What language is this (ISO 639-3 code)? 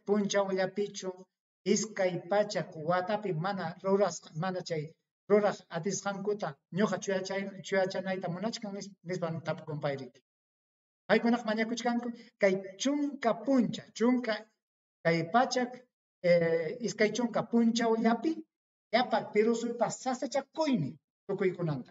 quy